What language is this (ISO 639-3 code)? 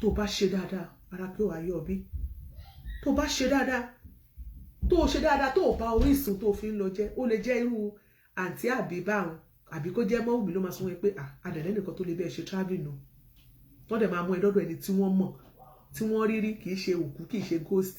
yor